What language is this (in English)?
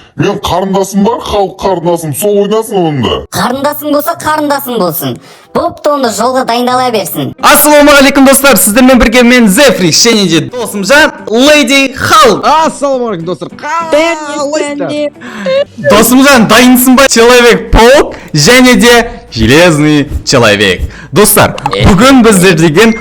Kazakh